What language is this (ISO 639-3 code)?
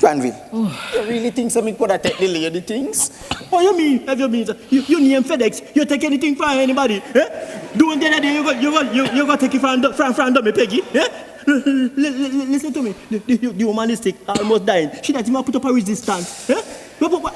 jam